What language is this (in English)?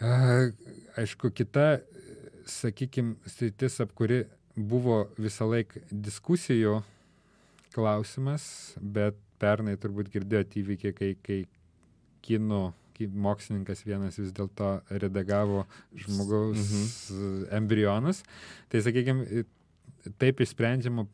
Lithuanian